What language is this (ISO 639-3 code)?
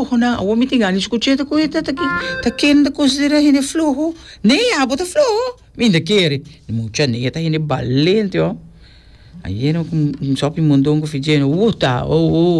pap